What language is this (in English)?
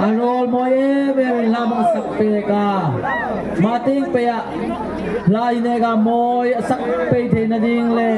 Hmar